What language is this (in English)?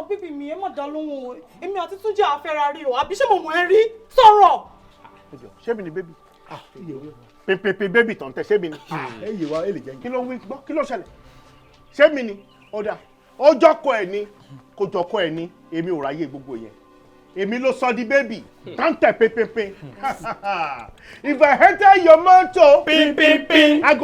Yoruba